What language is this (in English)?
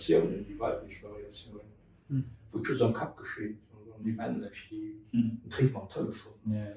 Luxembourgish